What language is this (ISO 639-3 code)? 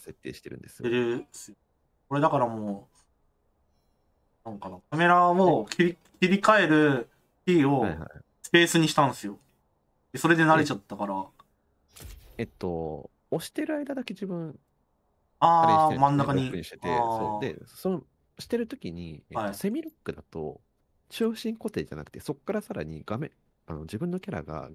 jpn